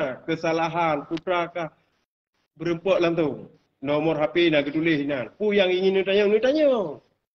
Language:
Achinese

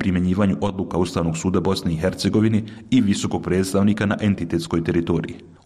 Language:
Bosnian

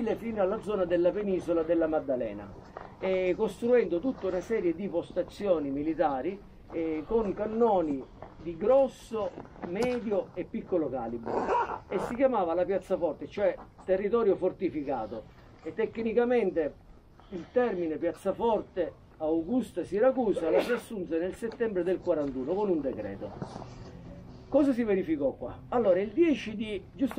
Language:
Italian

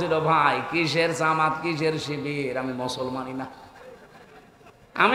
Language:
Bangla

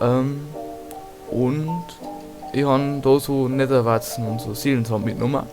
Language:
Bavarian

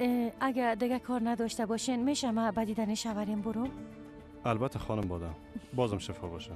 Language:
Persian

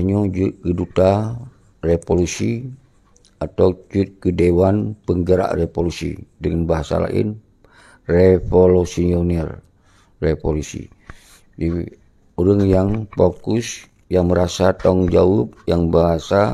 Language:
Achinese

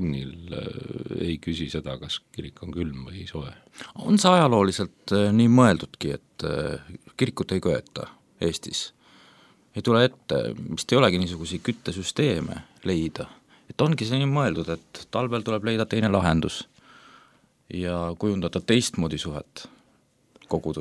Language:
Estonian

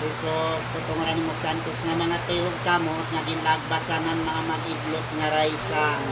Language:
Waray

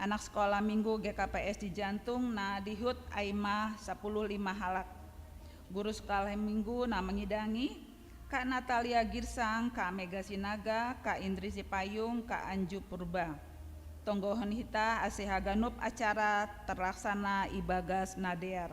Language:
Batak Simalungun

